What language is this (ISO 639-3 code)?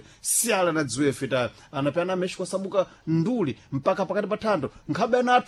seh